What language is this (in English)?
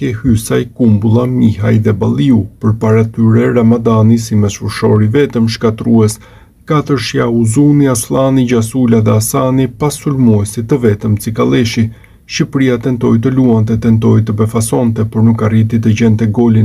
Albanian